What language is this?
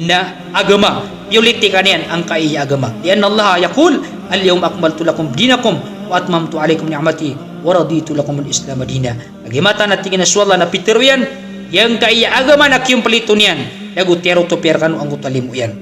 Maranao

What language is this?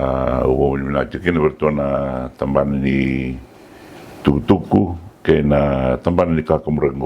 Fijian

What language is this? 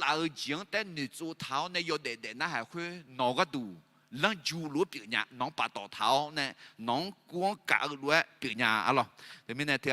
Akha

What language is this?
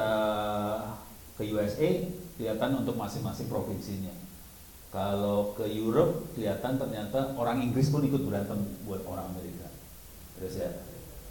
Indonesian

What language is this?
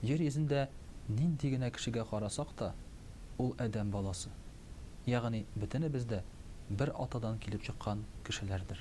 Tatar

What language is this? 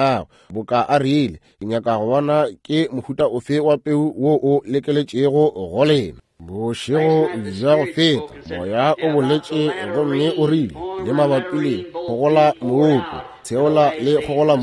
Northern Sotho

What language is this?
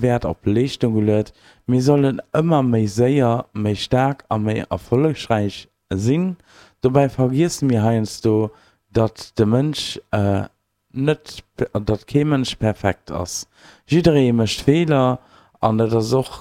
Luxembourgish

